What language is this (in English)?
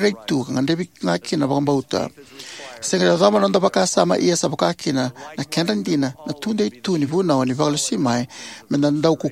Fijian